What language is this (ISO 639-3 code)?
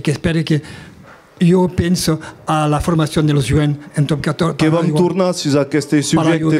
oci